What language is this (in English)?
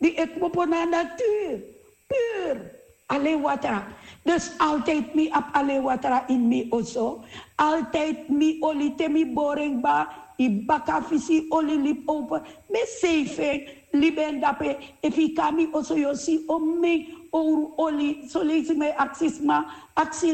Sranan Tongo